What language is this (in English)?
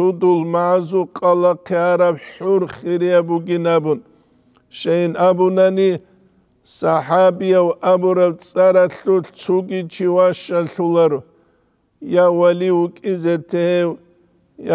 Avaric